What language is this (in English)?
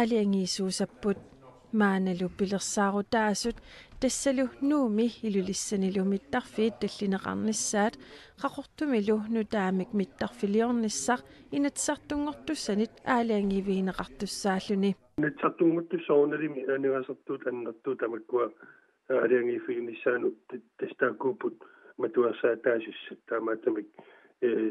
Kalaallisut